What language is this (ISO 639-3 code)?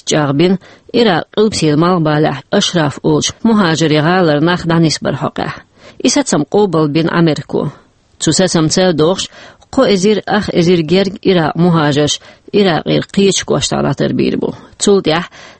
che